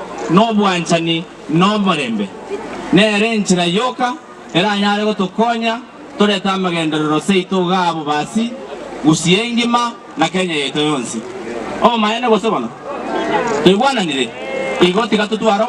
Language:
Gusii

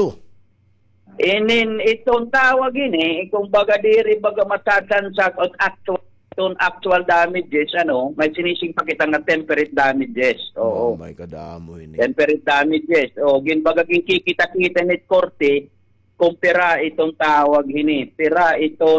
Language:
Waray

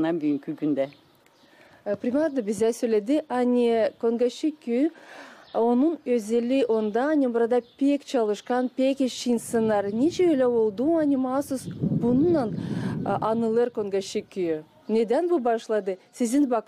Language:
Gagauz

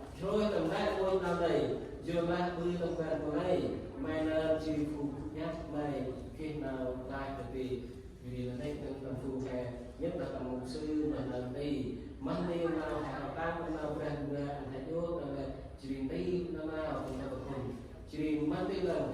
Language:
Central Mnong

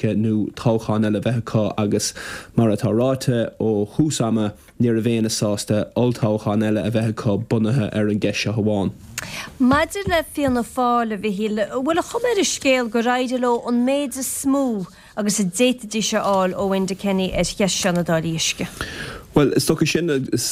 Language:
Irish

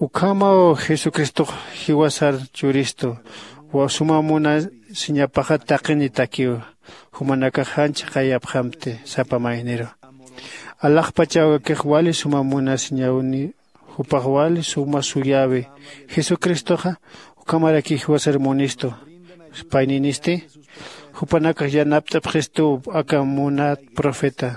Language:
Aymara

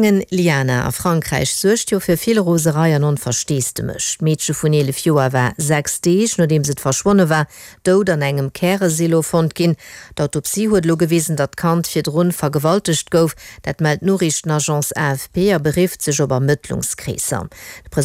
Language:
Luxembourgish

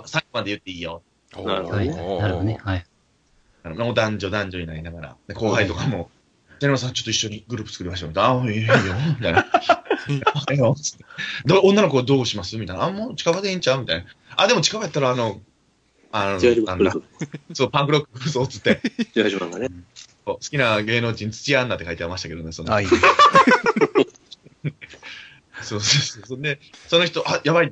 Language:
Japanese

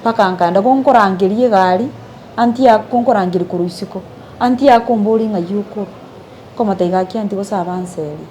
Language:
Gusii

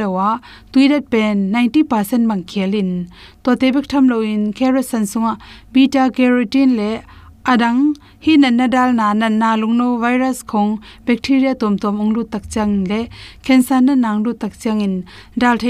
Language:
Tedim Chin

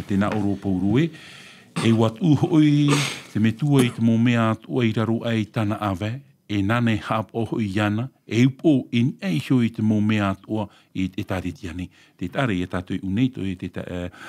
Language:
Tahitian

